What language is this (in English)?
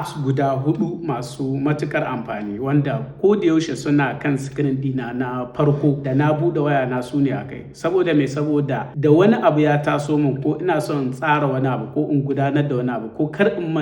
Hausa